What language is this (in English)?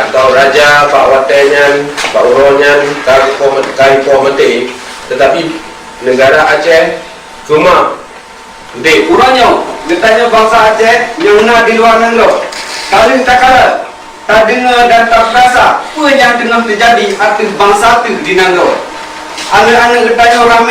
Achinese